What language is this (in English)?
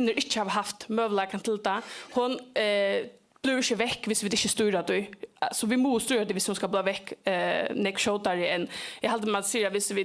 Faroese